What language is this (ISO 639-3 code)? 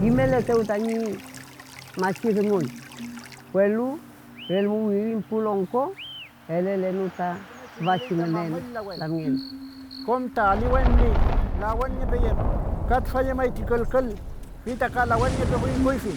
arn